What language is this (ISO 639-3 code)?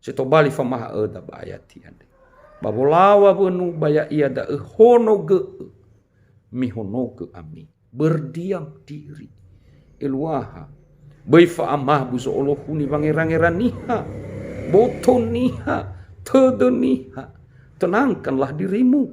nia